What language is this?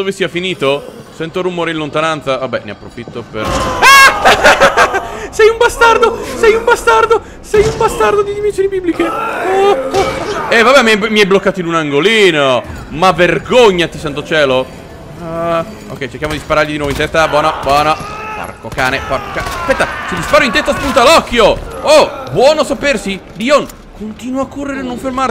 Italian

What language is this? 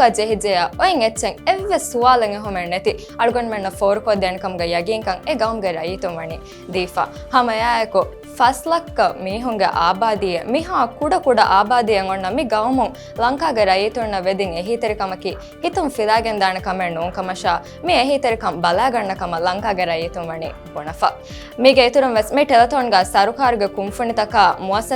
Divehi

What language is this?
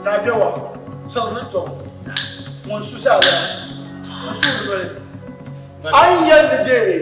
Dagbani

